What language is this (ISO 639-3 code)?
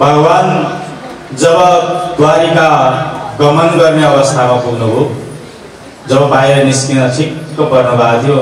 nep